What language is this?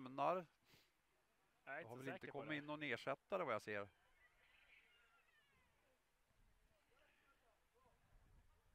Swedish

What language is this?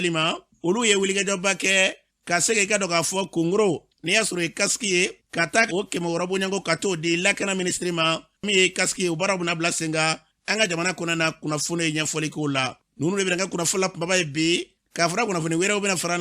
Bambara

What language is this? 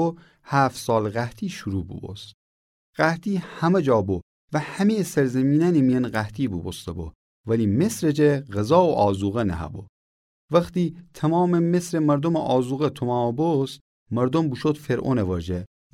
Gilaki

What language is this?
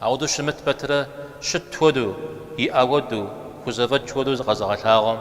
Kabardian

